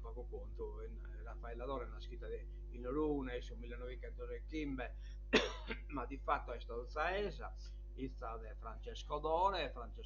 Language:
Sardinian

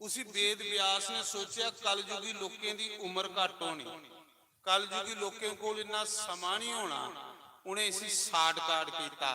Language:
Dogri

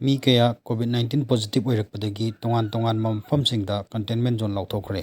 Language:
Manipuri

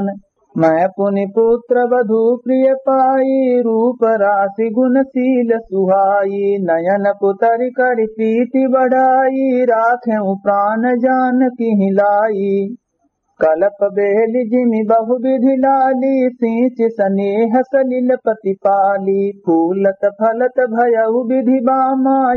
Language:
Awadhi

